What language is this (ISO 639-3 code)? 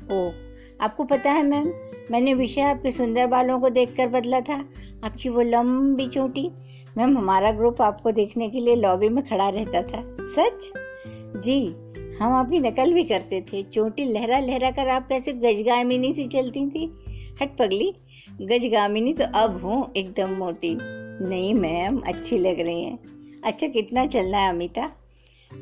hin